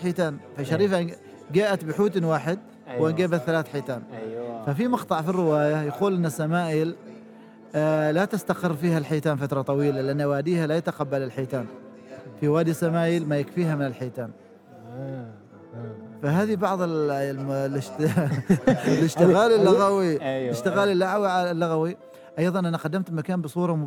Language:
Gulf Arabic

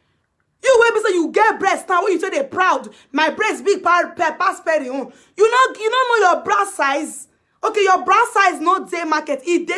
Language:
Nigerian Pidgin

